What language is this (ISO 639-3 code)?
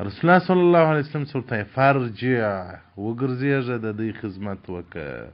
pus